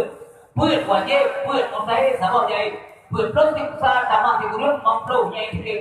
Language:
Achinese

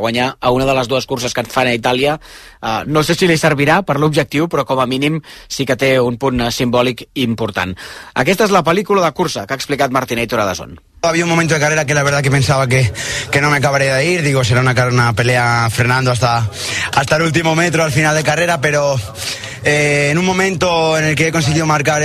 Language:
Catalan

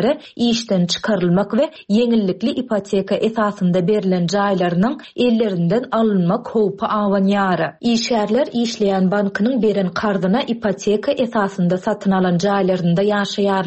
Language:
Turkmen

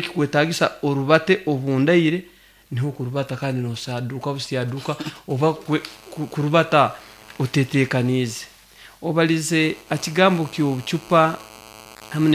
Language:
Nyoro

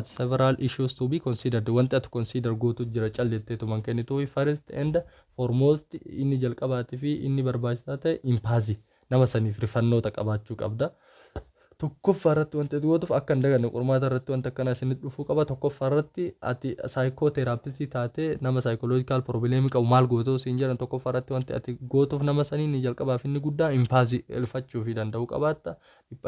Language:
Oromo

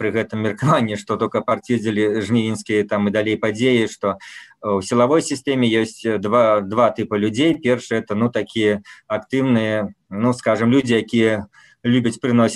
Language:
Belarusian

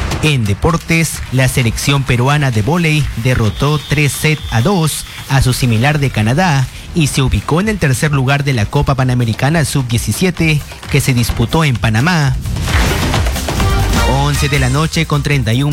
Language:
Spanish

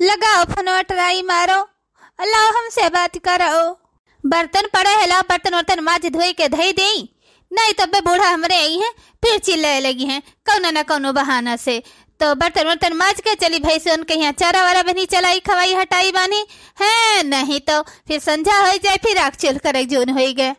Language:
Awadhi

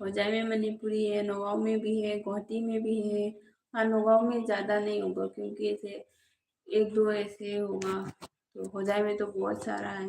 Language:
Manipuri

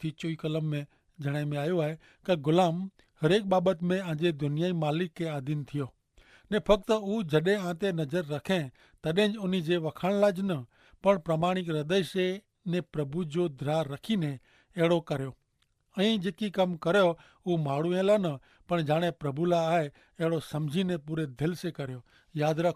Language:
Kachhi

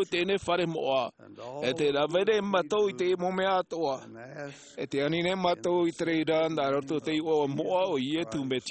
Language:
Tahitian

